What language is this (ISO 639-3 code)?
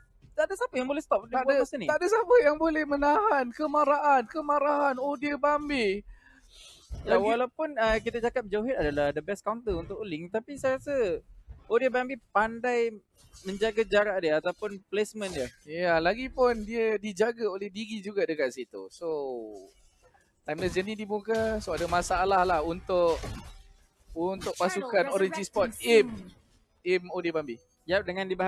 msa